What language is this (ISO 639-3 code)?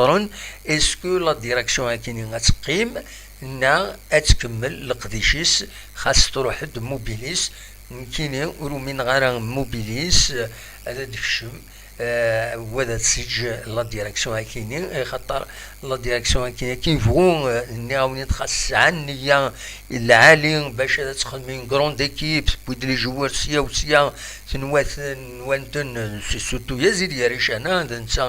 kab